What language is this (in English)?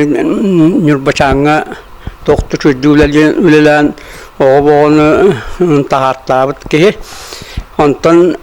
Yakut